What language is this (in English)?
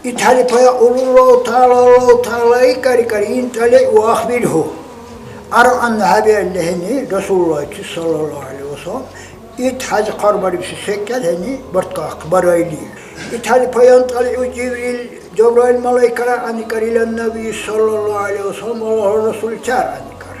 Dargwa